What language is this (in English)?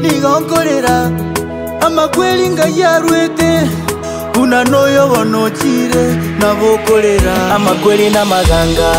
Gusii